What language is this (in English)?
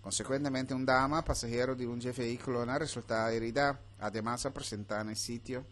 Papiamento